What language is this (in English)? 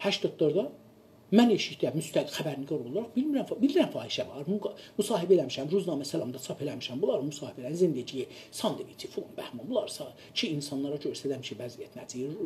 South Azerbaijani